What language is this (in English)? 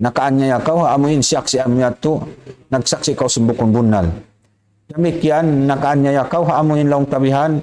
Tausug